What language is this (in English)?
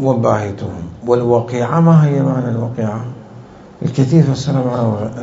Mesopotamian Arabic